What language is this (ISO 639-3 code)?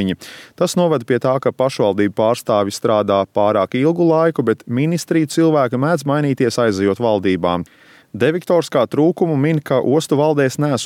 lav